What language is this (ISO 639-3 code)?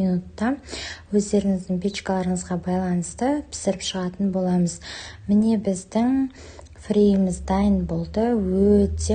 kaz